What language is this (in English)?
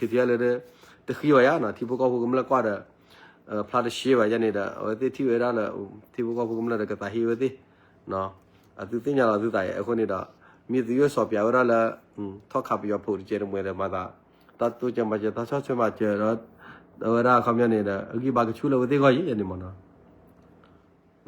S'gaw Karen